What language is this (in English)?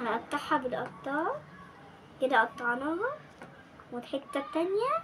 Egyptian Arabic